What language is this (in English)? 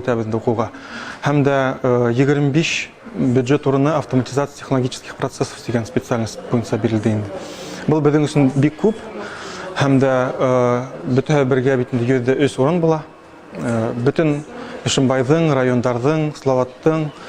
Bashkir